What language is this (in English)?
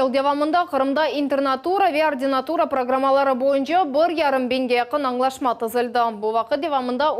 Crimean Tatar